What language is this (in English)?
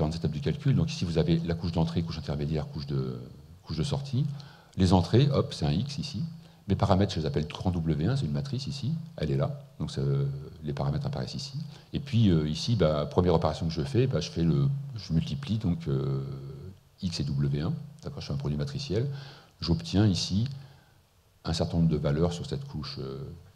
French